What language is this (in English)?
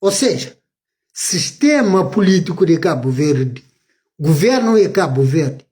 Kabuverdianu